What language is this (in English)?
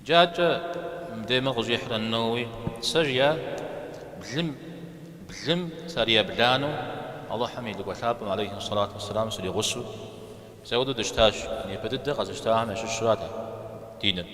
Kabardian